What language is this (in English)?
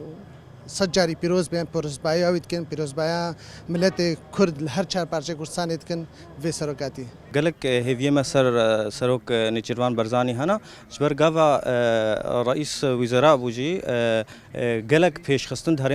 Kurdish